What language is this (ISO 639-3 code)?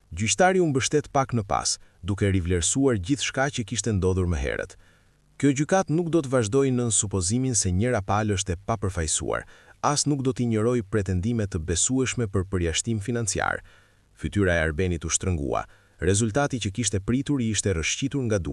sqi